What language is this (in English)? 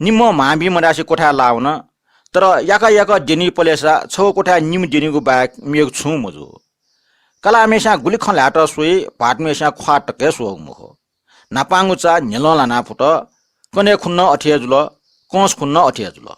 Newari